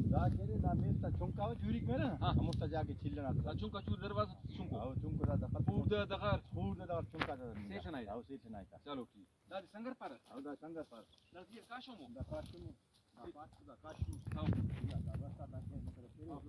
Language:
Brahui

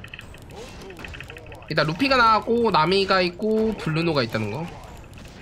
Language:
Korean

